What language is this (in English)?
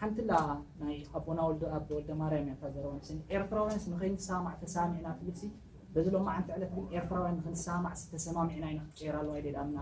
Tigrinya